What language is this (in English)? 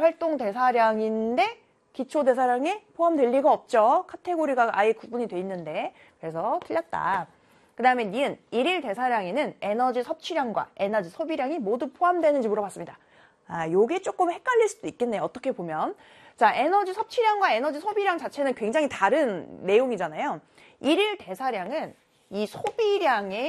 Korean